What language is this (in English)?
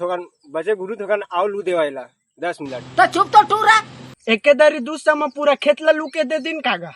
Chhattisgarhi